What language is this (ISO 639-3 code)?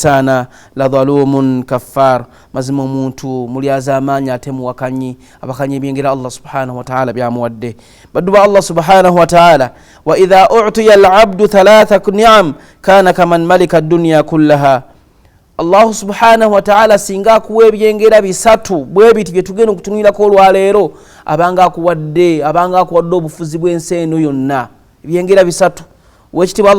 lug